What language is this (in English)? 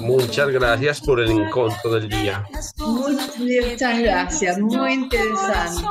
Ladino